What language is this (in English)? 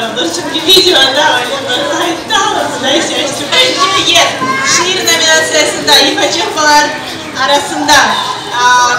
Crimean Tatar